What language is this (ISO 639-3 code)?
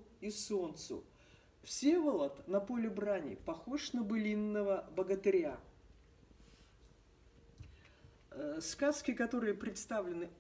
rus